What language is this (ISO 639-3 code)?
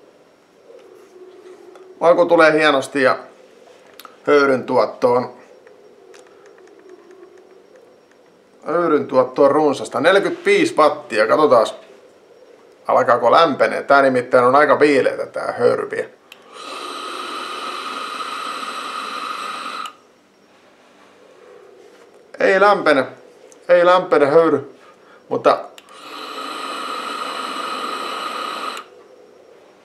fin